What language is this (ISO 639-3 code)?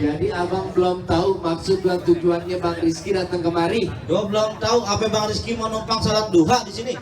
bew